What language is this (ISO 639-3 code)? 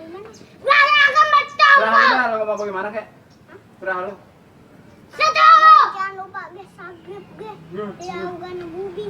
bew